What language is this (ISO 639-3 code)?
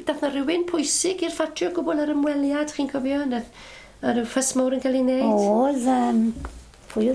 cym